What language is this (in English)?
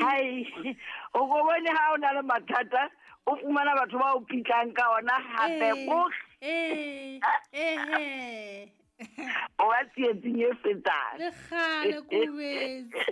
Southern Sotho